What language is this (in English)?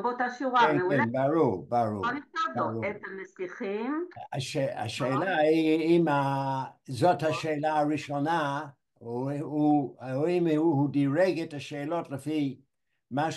Hebrew